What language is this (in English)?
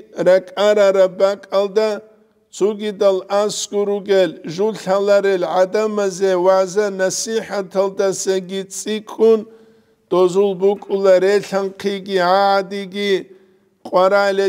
Avaric